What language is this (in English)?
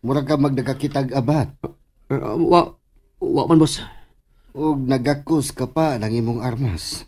Cebuano